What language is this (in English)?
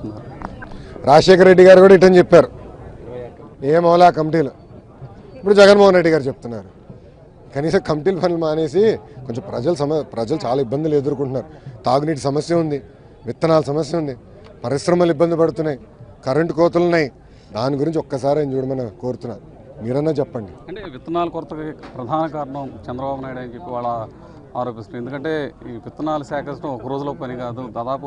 Telugu